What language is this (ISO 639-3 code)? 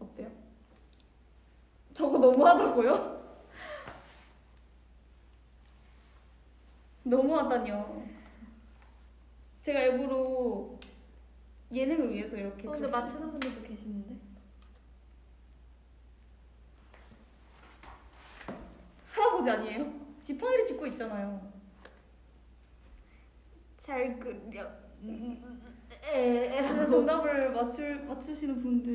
kor